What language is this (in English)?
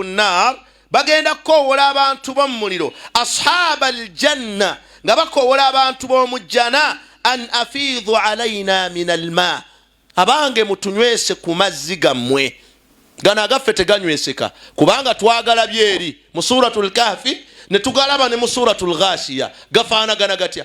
Ganda